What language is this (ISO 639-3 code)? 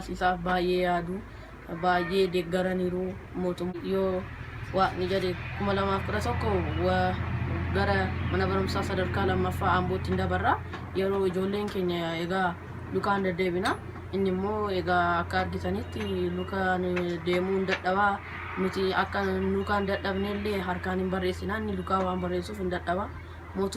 orm